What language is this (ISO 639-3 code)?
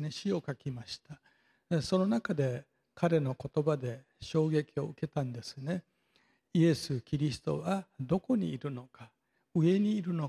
jpn